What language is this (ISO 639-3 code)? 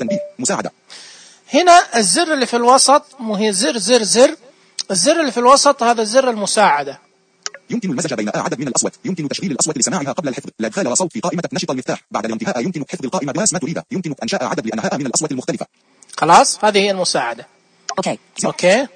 ars